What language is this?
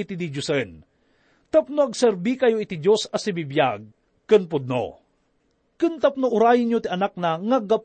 Iloko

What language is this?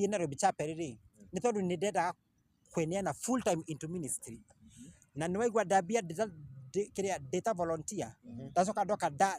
Kikuyu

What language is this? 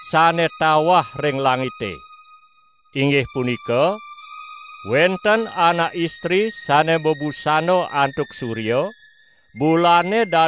Balinese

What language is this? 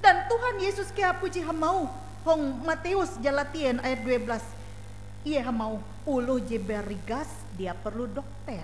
Ngaju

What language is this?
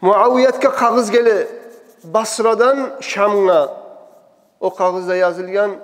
Kumyk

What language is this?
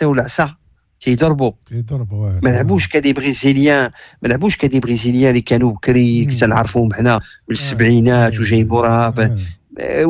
Moroccan Arabic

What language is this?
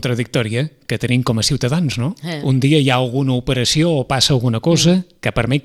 Catalan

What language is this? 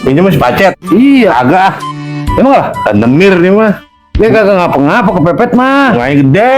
Betawi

